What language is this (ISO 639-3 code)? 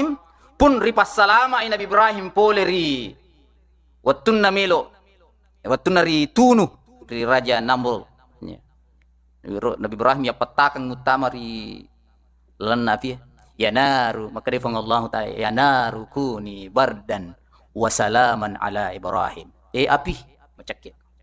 bug